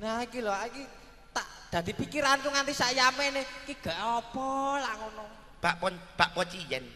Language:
Javanese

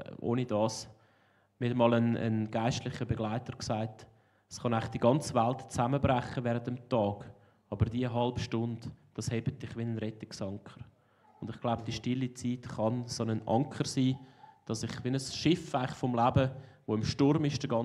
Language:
Swiss German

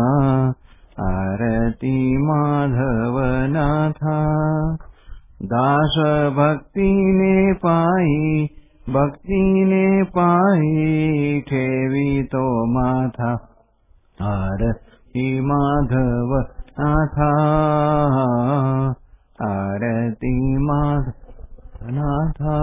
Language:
Marathi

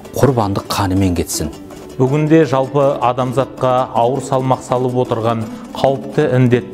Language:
Kazakh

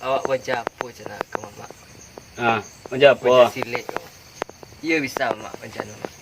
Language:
Minangkabau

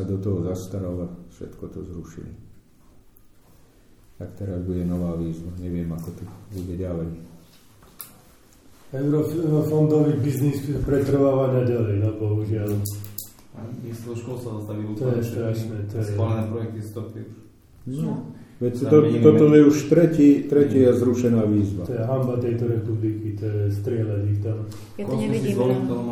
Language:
Slovak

